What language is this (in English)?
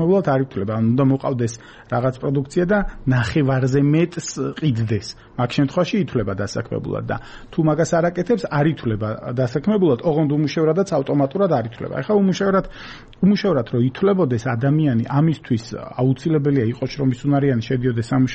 Georgian